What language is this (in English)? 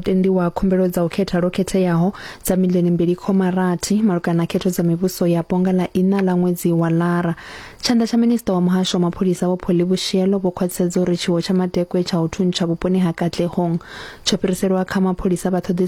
Venda